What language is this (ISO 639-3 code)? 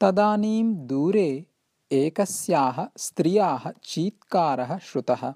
san